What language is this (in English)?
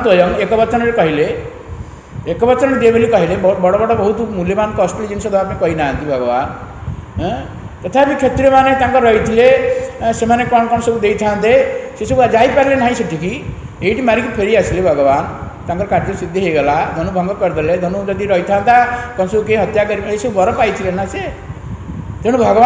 Odia